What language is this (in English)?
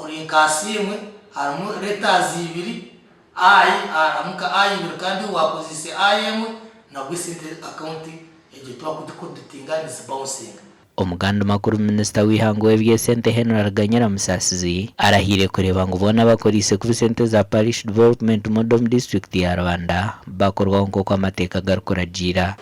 Nyankole